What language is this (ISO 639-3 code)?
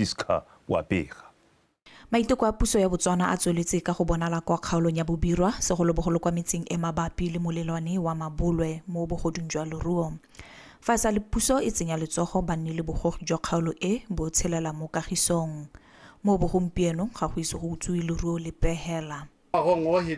tsn